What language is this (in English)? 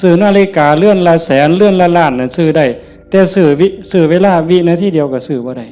Northeastern Thai